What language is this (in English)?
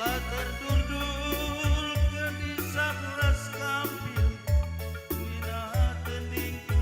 Batak Karo